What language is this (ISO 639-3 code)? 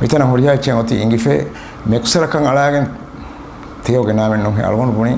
div